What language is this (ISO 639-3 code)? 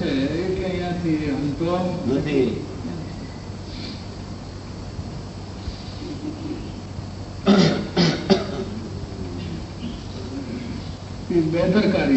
guj